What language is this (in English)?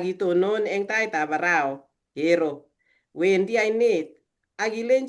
Kalenjin